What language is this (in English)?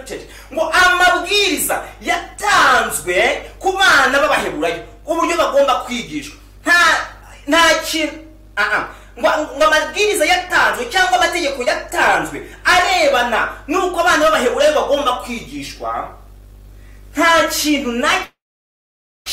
Kinyarwanda